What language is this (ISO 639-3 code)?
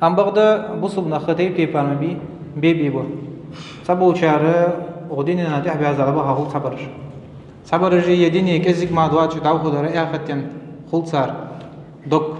inh